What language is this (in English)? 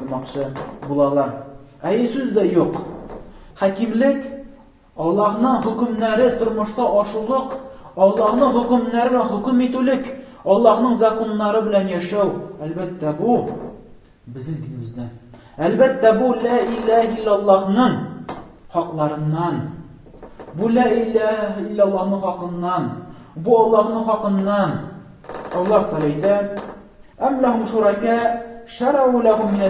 Tatar